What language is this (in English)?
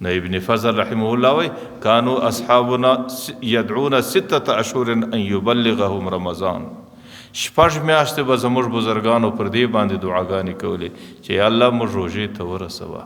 Pashto